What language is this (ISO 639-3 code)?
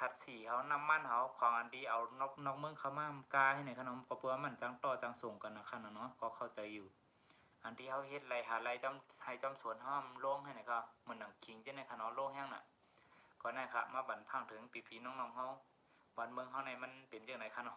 shn